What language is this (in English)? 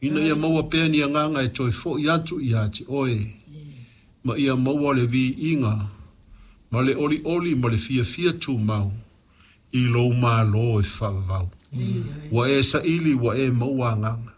Samoan